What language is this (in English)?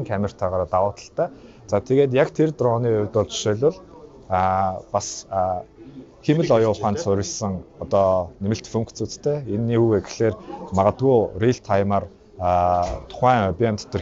Mongolian